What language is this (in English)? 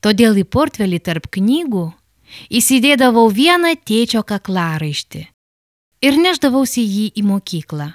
Lithuanian